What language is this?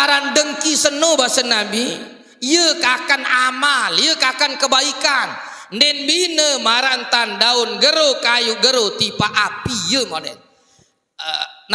Sasak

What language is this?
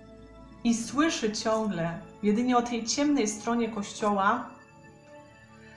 Polish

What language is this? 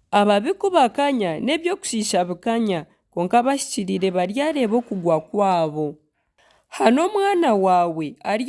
Nyankole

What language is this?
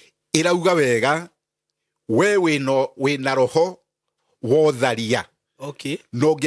Kikuyu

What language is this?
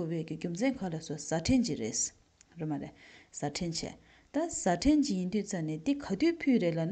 Tibetan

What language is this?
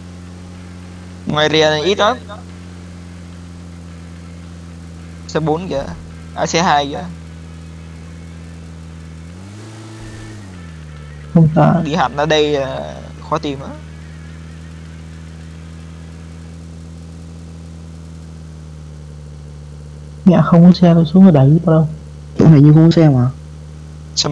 Vietnamese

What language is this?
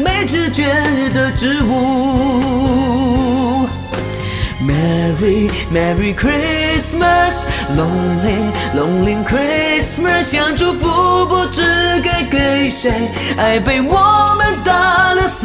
Chinese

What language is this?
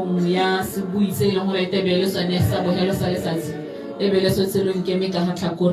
Tswana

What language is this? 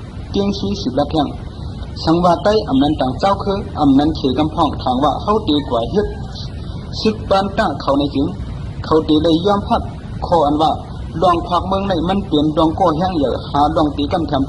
Shan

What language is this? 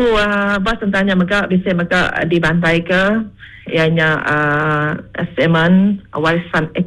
Iban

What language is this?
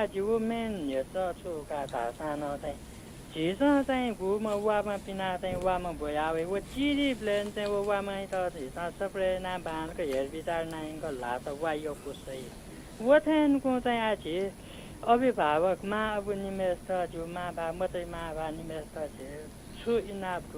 Newari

